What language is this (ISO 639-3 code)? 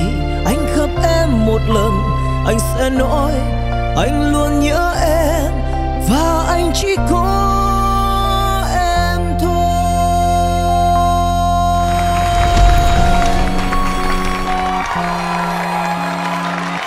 vie